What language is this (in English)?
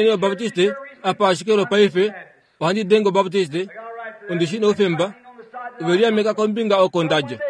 Kuanyama